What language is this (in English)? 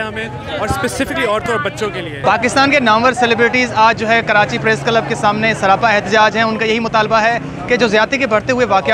Urdu